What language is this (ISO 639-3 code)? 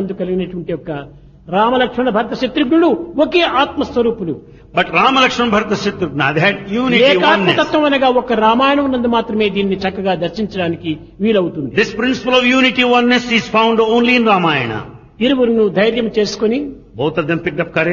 tel